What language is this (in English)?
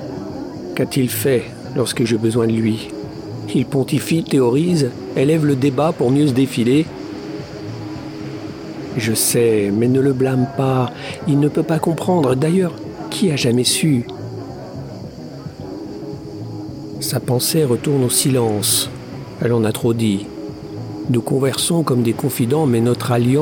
French